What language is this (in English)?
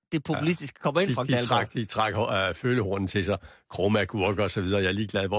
Danish